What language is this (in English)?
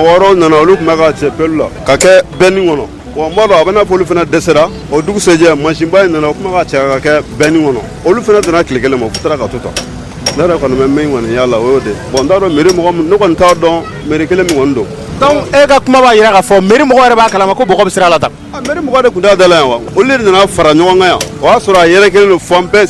Bambara